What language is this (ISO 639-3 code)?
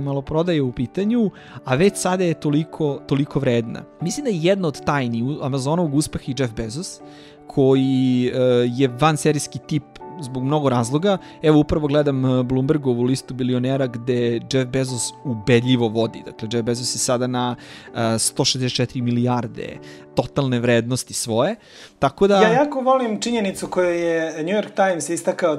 srp